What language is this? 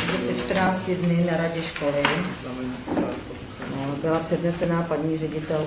Czech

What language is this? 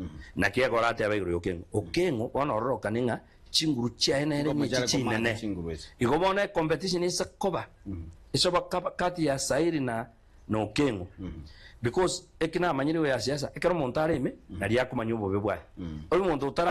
Gusii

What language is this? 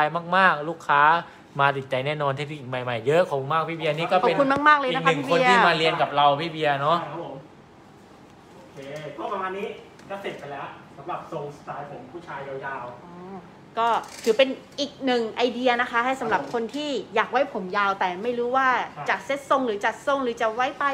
Thai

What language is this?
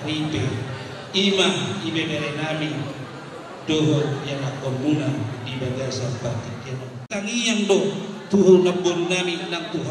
Batak Toba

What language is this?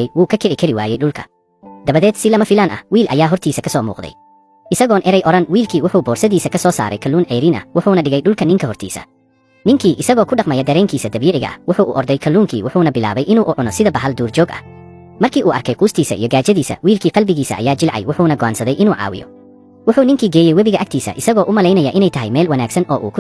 Somali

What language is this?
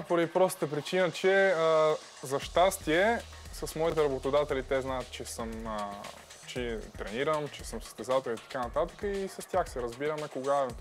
Bulgarian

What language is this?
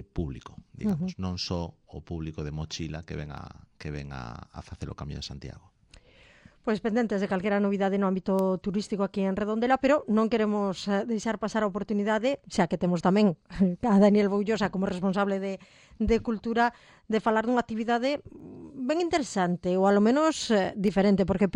Galician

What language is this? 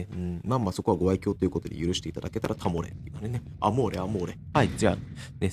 Japanese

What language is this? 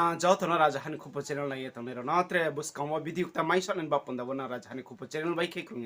Riang (India)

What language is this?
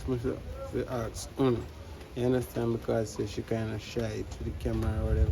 Jamaican Creole English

